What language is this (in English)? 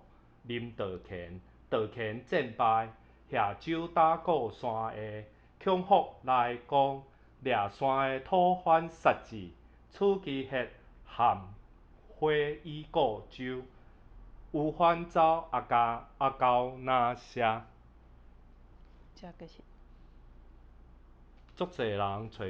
Min Nan Chinese